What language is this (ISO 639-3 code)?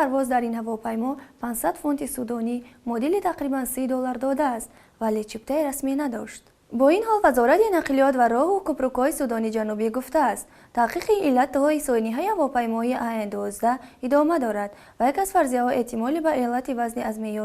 tgk